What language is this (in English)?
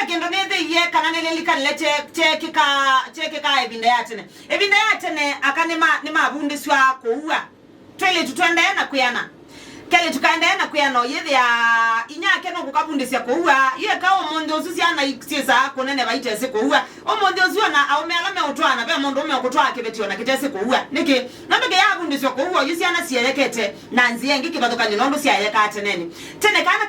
Kamba